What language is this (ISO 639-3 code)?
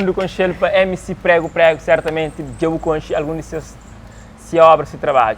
kea